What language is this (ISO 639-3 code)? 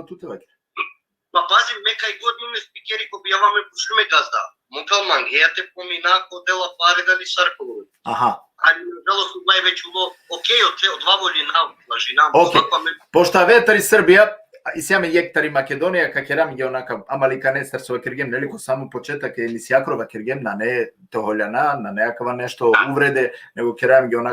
rmn